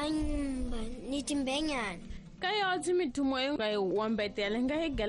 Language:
Tsonga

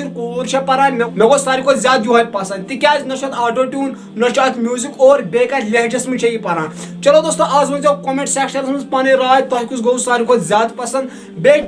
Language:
Kashmiri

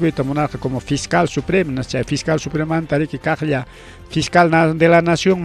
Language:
Ayacucho Quechua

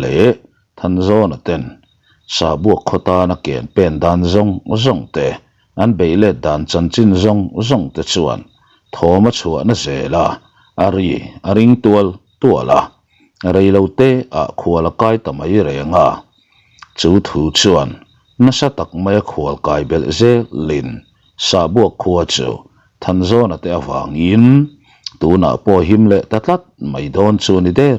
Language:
Mizo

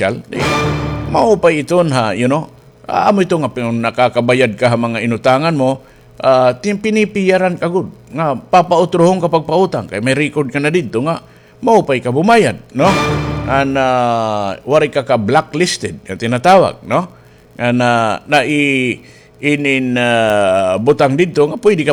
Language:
Waray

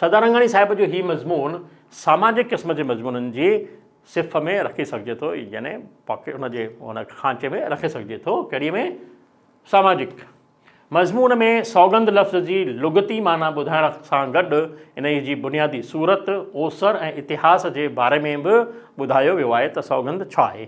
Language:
Sindhi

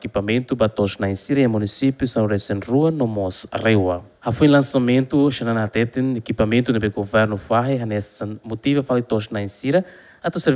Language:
Tetum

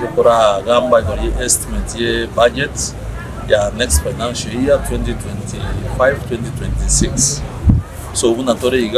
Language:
Gusii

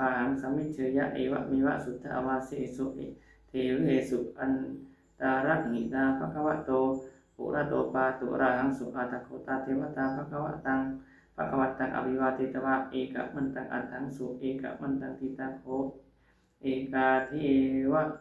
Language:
Pali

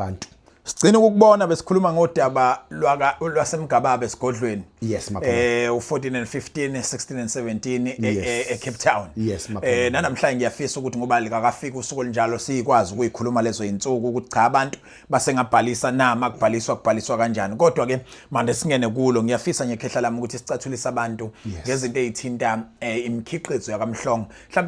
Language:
Zulu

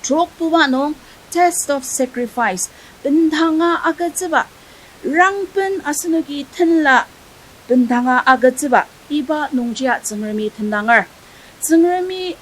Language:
Ao Naga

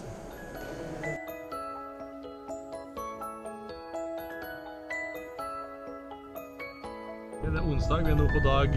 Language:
Norwegian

